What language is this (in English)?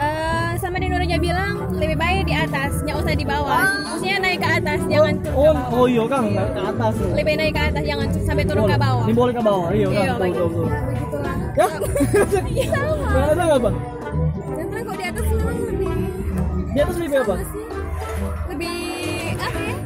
Manado Malay